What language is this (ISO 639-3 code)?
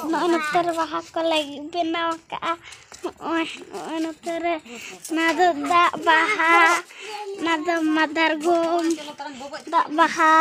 sat